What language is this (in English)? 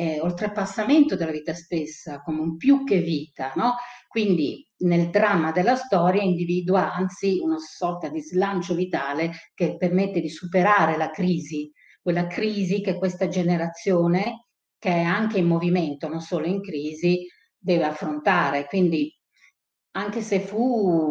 Italian